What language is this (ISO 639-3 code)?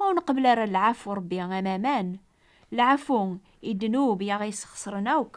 kab